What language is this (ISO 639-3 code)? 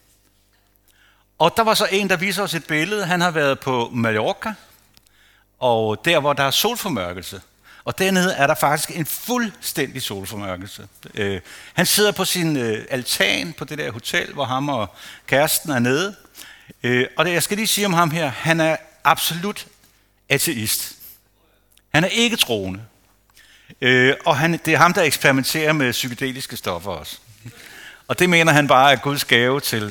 dan